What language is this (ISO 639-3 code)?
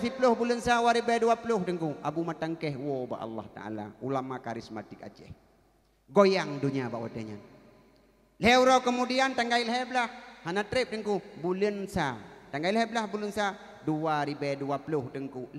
ace